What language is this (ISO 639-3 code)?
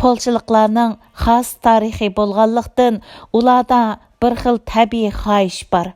uig